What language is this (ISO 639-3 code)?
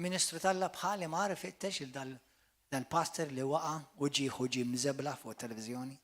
mlt